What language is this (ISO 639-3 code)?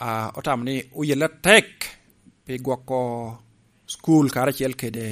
laj